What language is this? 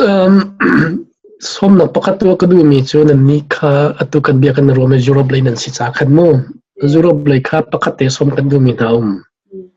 Hakha Chin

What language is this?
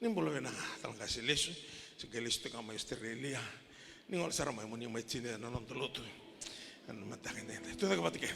Fijian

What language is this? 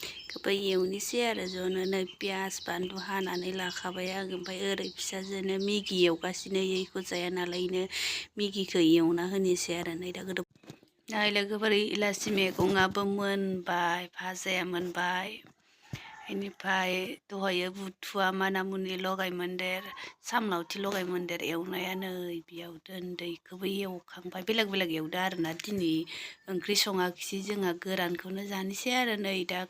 Bodo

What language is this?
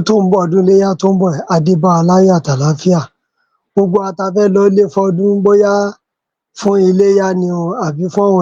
Yoruba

